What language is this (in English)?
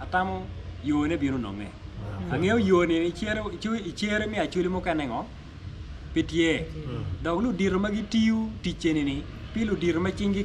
Acoli